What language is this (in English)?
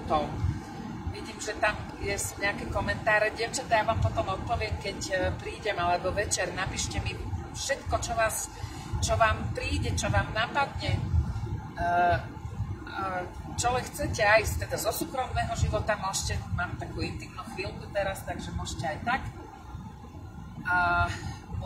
Slovak